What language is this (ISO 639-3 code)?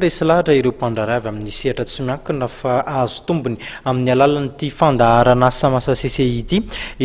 mlg